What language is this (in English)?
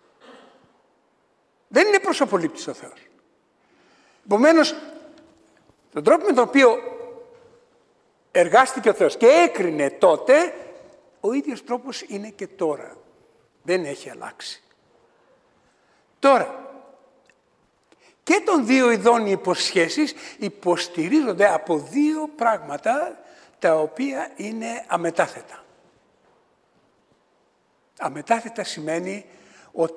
Greek